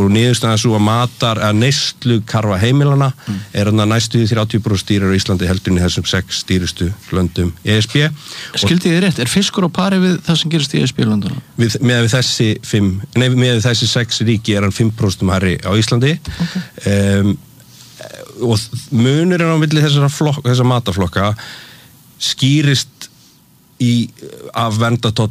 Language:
Icelandic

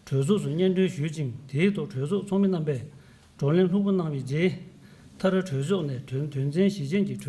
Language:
Tibetan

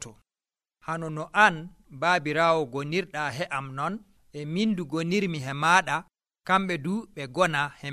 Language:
Nigerian Fulfulde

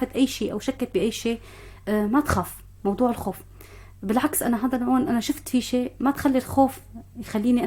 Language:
North Levantine Arabic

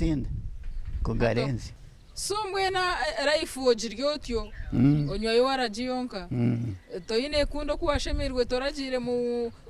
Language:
Nyankole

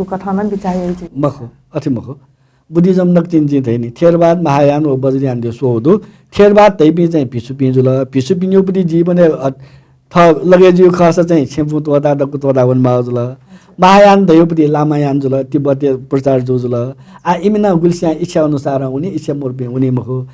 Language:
Newari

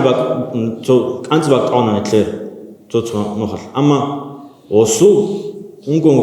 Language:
Avaric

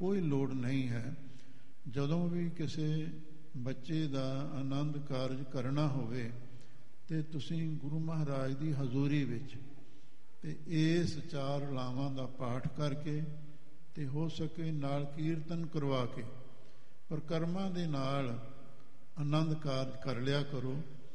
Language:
Punjabi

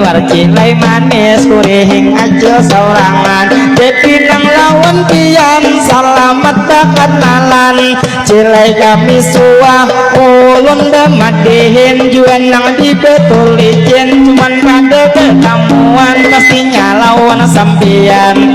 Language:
Banjar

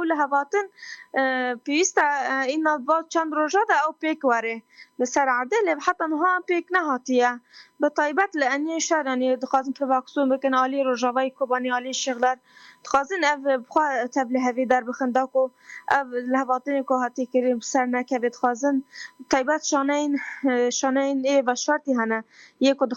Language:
Kurdish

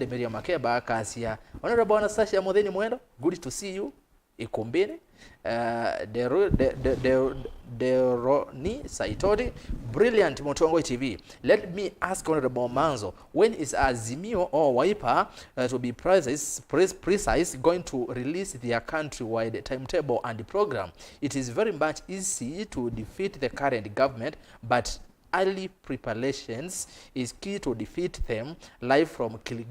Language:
Kamba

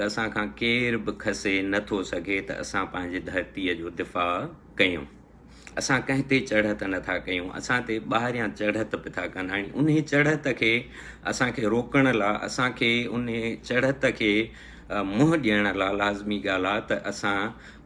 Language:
Sindhi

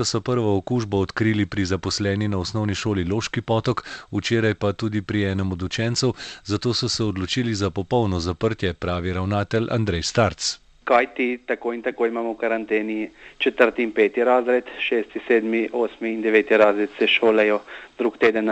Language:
Slovenian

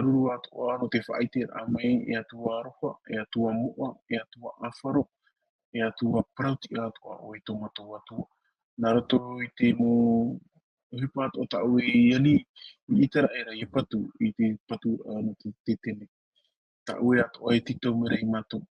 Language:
Tahitian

